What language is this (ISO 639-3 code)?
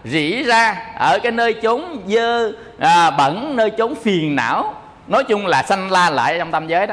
vie